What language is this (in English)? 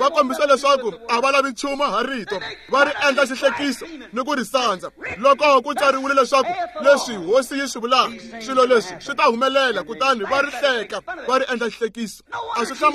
Tsonga